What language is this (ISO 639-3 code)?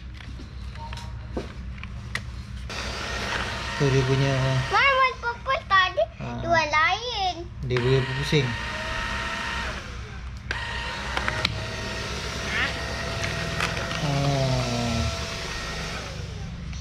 msa